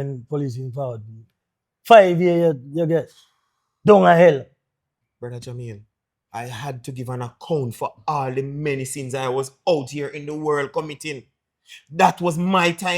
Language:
Jamaican Creole English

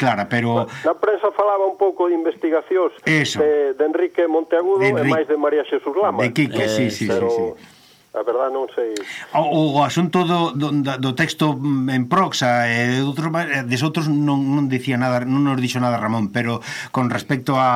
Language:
Galician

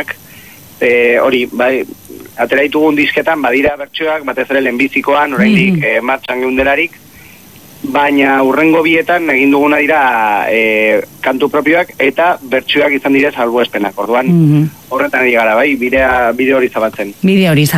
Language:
Basque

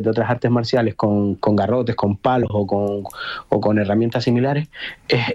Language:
Spanish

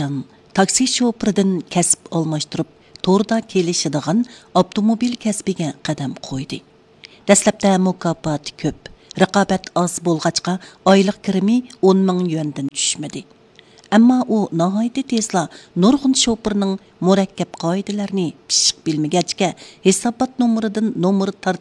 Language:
Uyghur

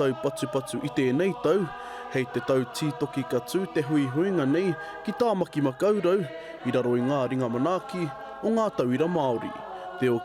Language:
Māori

